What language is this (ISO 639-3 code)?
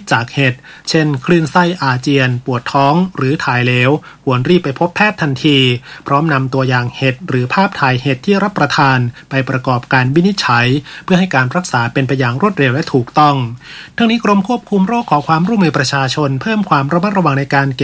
tha